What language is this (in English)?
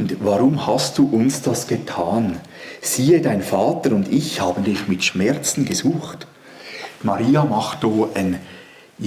Swiss German